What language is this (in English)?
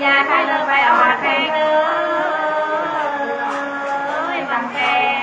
Nung (Viet Nam)